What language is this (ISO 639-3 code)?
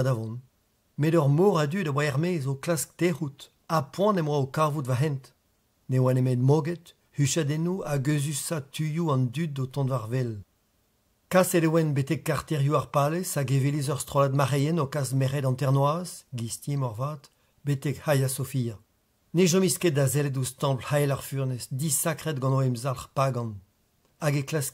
bre